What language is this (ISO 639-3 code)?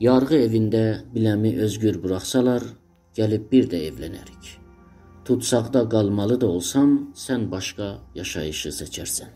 azb